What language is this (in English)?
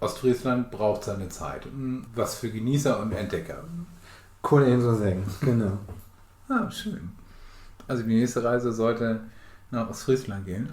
Low German